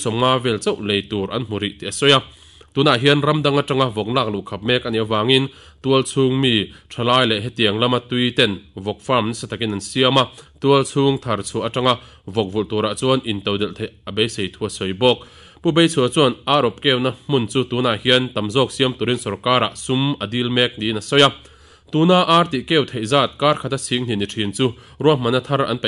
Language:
Mizo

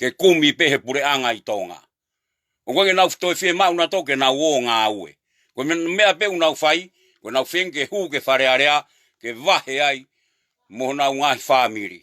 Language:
Tongan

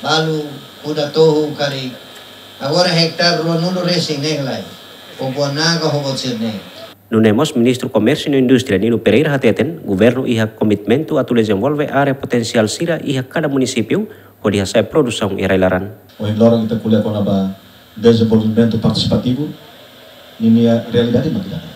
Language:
Tetum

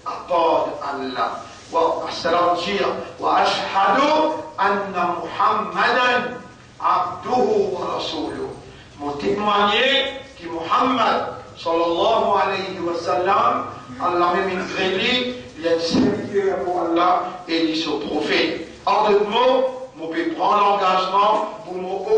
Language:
Morisyen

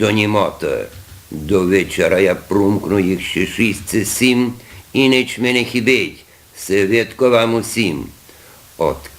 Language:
Rusyn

